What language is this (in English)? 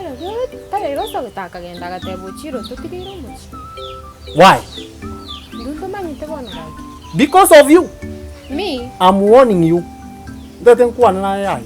Gusii